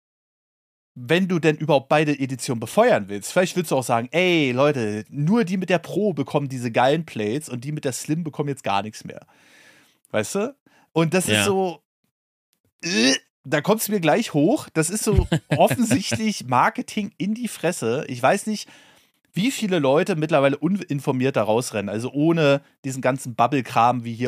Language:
German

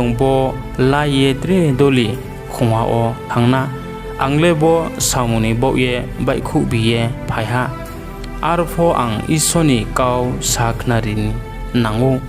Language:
Riang (India)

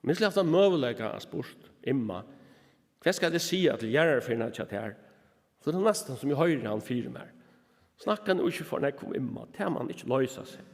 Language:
Faroese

